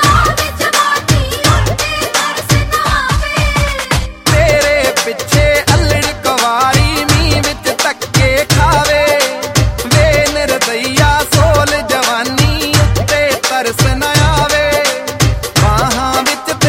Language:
Punjabi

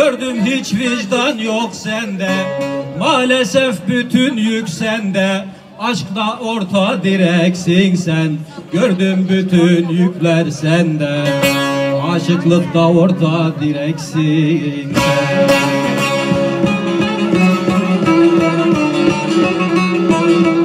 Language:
Turkish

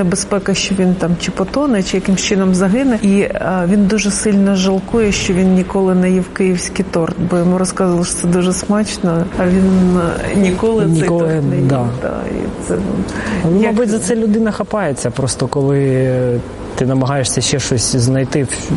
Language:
Ukrainian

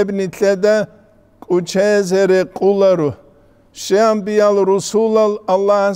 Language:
Avaric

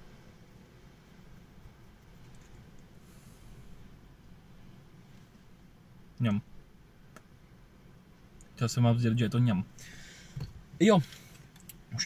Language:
Czech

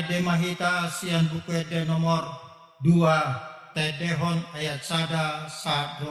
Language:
Batak Toba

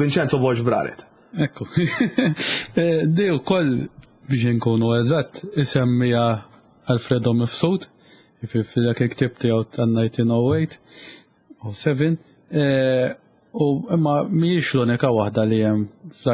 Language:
Maltese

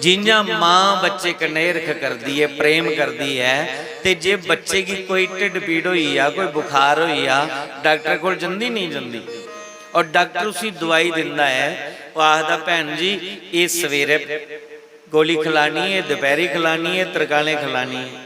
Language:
Dogri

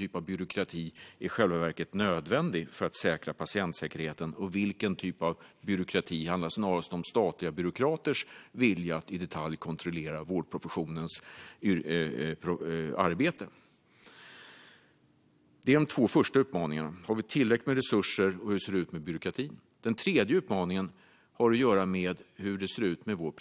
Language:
Swedish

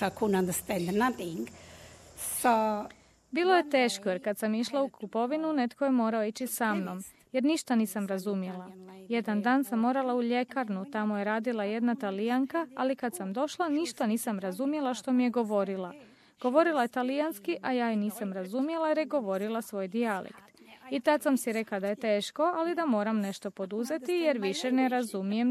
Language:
Croatian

